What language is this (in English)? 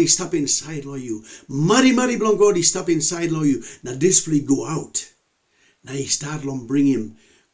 Tok Pisin